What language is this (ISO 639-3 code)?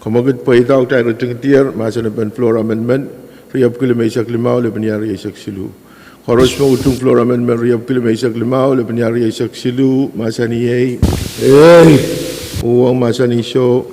pon